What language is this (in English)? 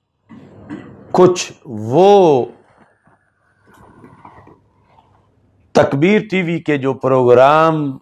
Urdu